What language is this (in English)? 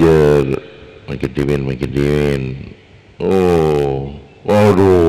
Madurese